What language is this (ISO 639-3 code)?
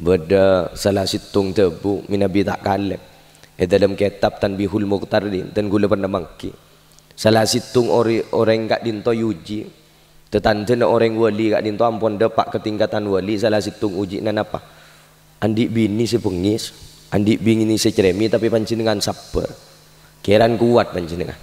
mad